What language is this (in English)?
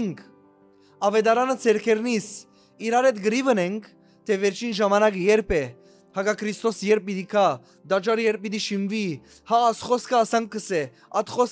Western Armenian